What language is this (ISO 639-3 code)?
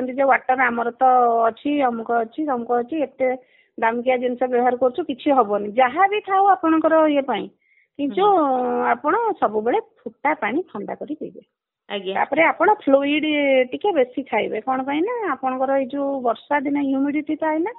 ori